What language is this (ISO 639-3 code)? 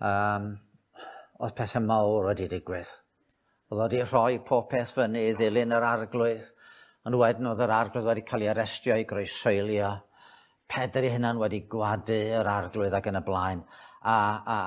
cym